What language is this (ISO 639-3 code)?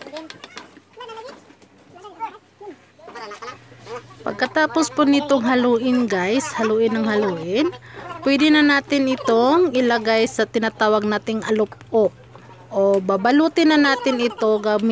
fil